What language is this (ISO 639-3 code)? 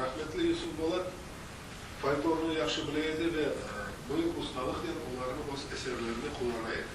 crh